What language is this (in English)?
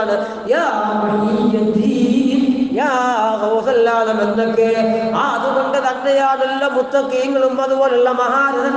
Malayalam